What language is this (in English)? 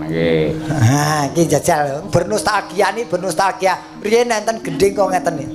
Javanese